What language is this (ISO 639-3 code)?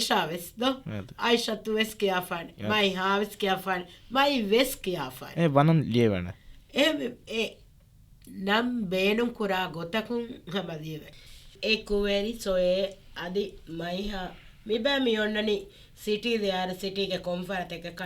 div